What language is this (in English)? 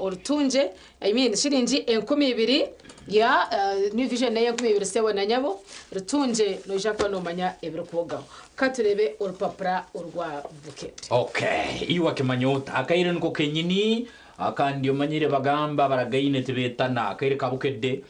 Nyankole